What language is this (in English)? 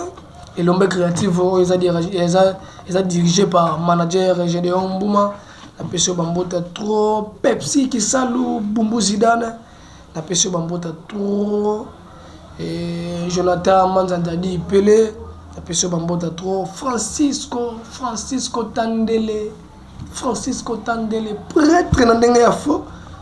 Lingala